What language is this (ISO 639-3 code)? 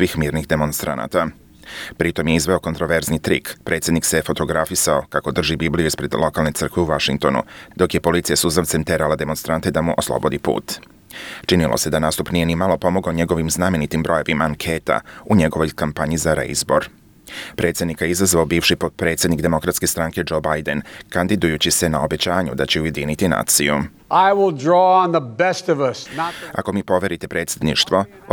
hrv